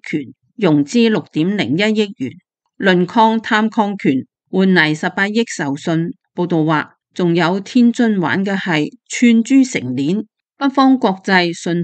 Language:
Cantonese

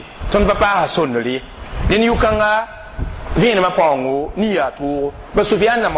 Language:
Mossi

